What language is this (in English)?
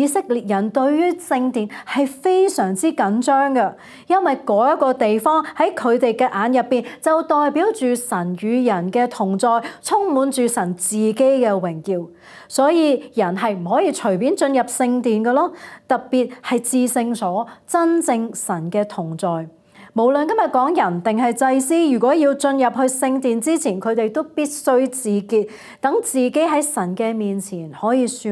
Cantonese